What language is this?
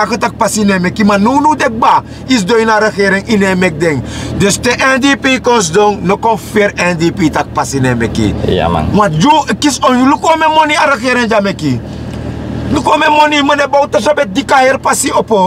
Sranan Tongo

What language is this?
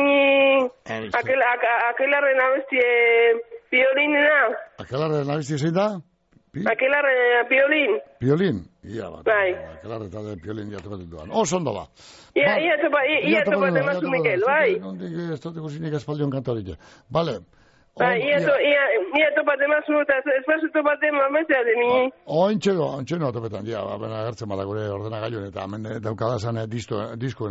Basque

